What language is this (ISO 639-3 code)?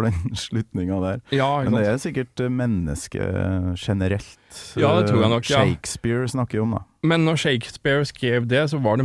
nor